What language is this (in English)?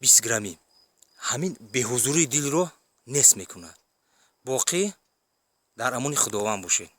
Tajik